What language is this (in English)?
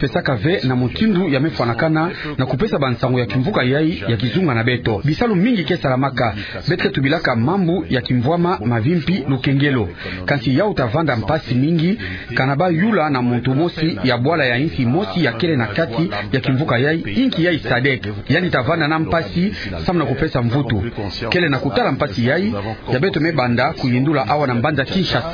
Kituba (Democratic Republic of Congo)